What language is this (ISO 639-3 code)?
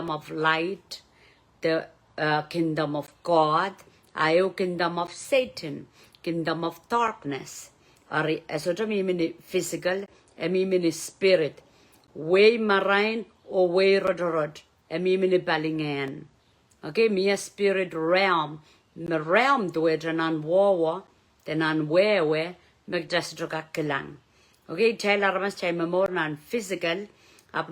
pon